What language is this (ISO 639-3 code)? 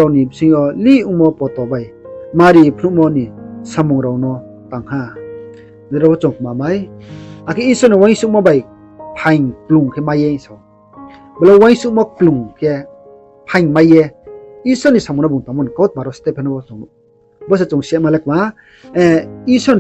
ria